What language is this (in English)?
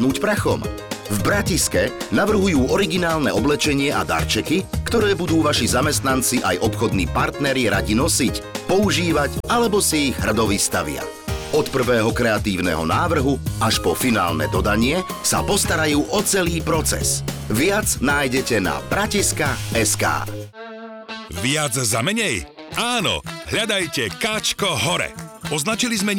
Slovak